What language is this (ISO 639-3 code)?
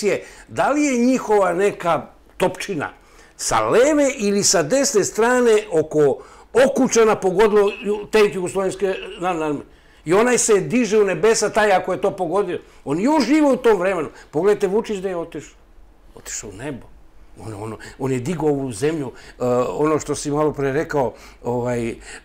srp